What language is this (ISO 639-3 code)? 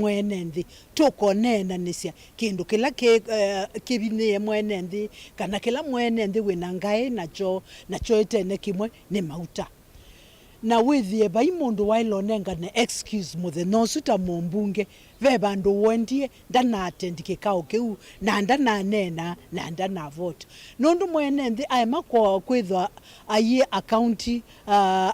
kam